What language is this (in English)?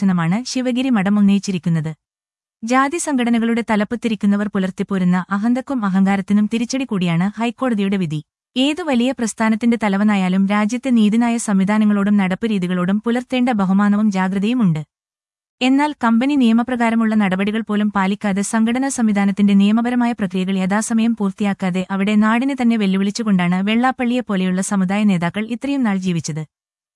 Malayalam